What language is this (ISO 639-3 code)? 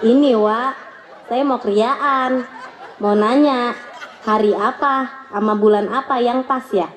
bew